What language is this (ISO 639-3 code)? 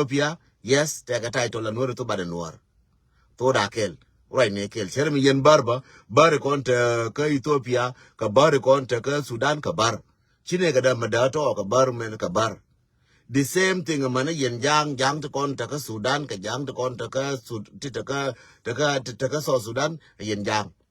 nus